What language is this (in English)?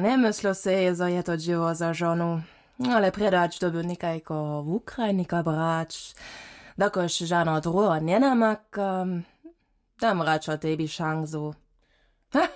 Upper Sorbian